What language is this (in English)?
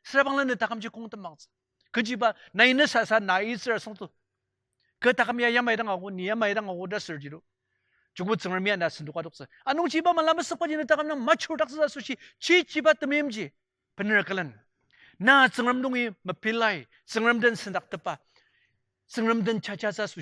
Ao Naga